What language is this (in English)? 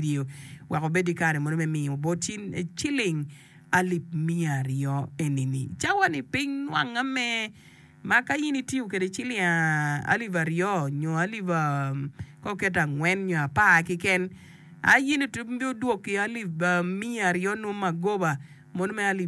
Acoli